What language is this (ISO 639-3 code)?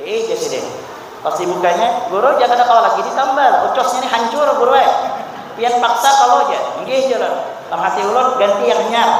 bjn